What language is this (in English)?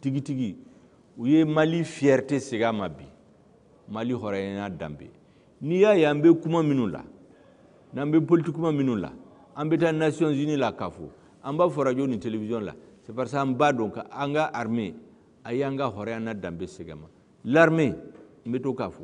Bambara